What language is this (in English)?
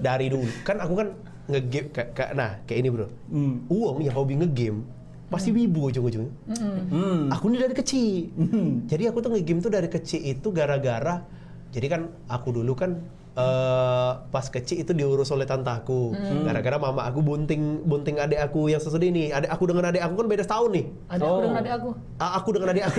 Musi